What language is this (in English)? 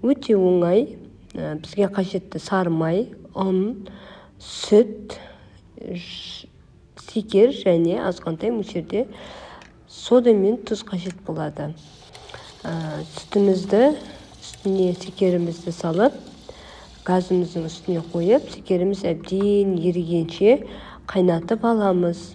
Kazakh